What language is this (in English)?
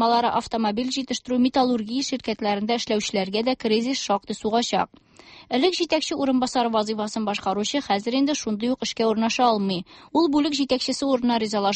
Tatar